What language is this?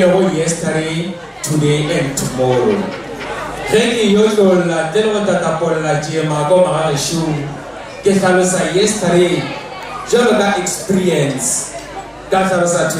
Northern Sotho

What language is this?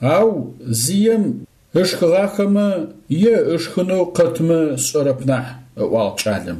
Adyghe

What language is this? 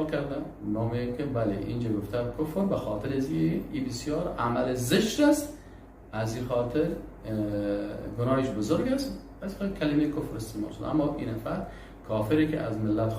Persian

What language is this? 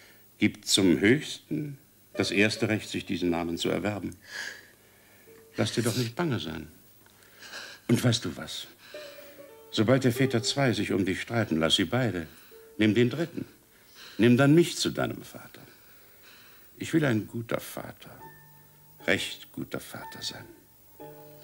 German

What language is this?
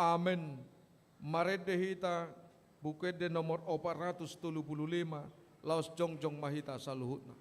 Batak Toba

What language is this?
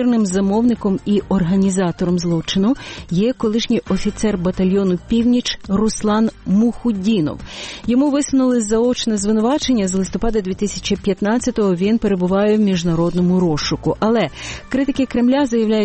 Ukrainian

